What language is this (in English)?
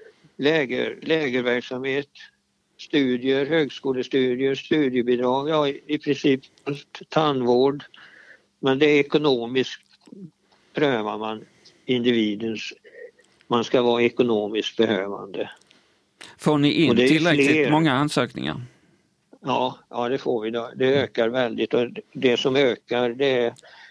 Swedish